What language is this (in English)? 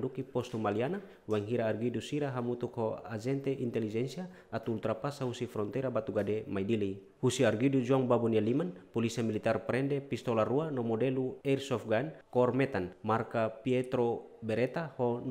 Tetum